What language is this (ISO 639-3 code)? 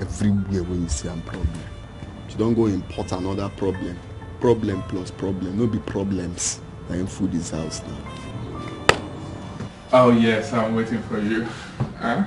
pcm